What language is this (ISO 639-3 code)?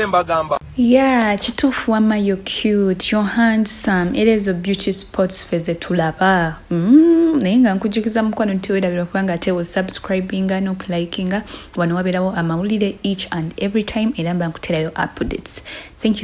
lug